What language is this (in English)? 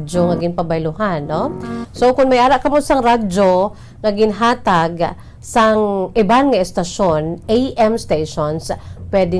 Hiligaynon